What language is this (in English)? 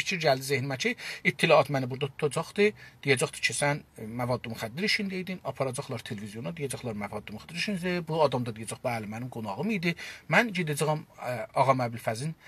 South Azerbaijani